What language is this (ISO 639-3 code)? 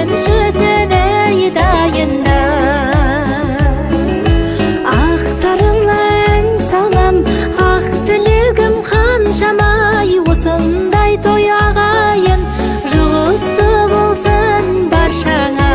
kaz